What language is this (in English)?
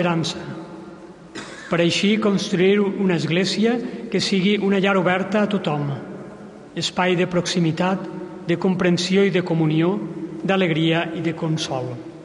Catalan